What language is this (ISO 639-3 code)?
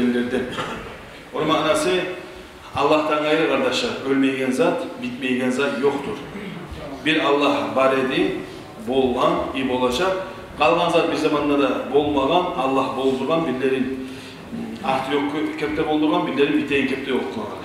kum